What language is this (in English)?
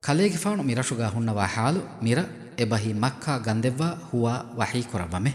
Divehi